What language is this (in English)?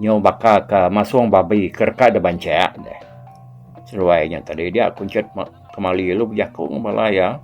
Iban